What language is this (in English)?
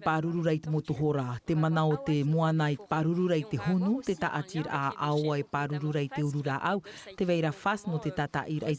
Tahitian